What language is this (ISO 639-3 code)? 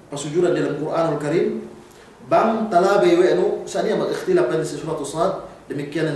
yka